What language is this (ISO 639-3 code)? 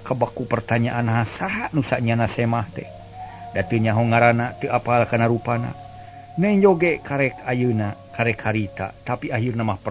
sun